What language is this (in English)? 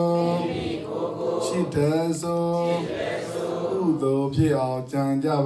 S'gaw Karen